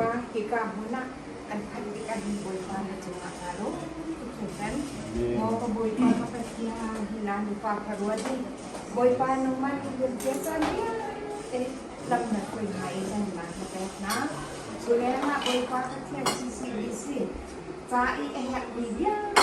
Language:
Hakha Chin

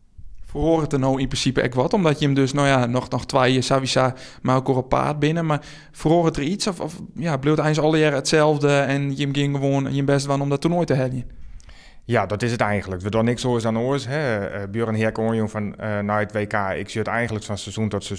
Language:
Western Frisian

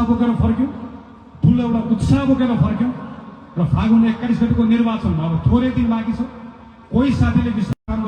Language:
Nepali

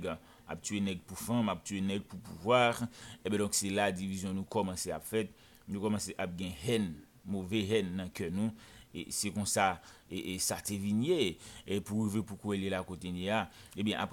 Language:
Haitian Creole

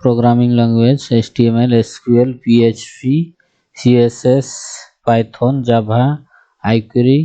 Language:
Santali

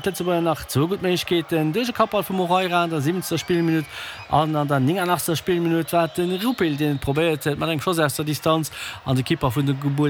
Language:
Luxembourgish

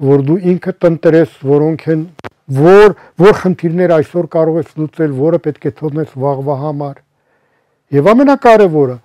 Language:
Armenian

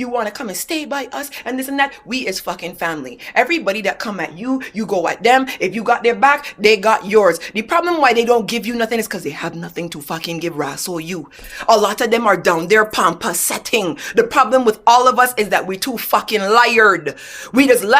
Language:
Jamaican Creole English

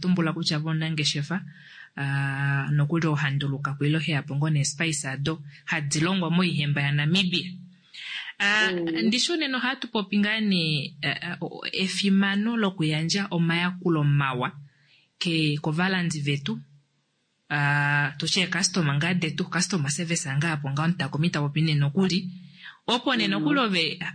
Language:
Kuanyama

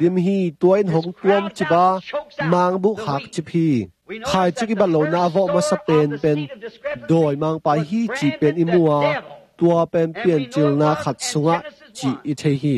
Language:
Tedim Chin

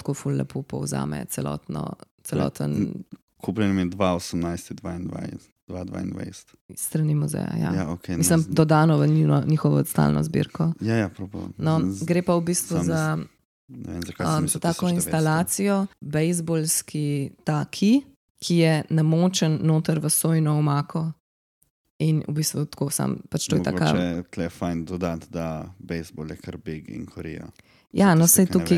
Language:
Slovenian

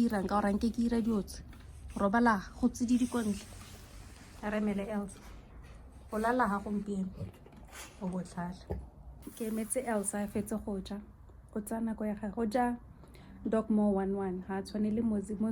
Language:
Tswana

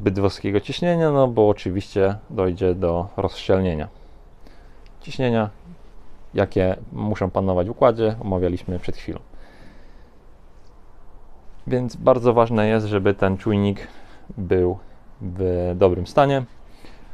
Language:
Polish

